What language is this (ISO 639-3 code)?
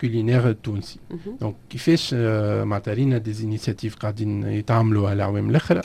aeb